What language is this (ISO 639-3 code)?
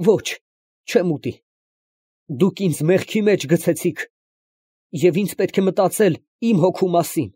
hye